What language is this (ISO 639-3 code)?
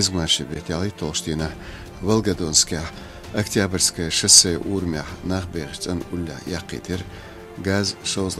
che